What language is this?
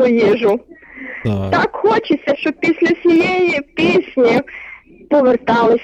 Ukrainian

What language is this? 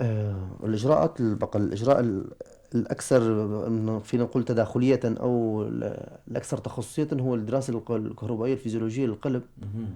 North Levantine Arabic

